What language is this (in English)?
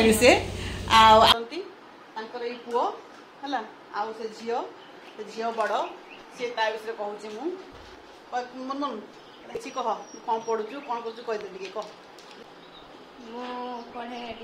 Odia